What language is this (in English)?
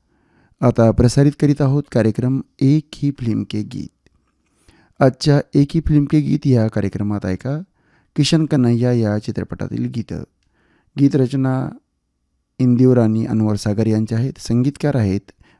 Marathi